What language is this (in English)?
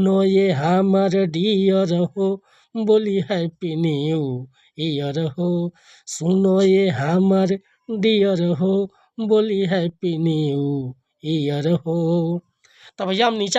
Bhojpuri